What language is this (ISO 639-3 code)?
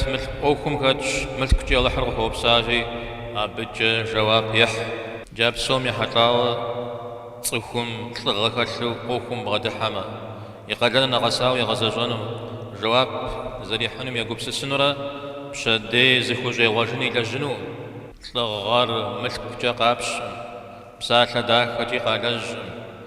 kbd